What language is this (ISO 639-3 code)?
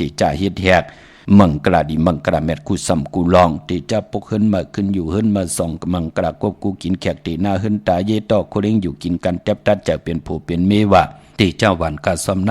shn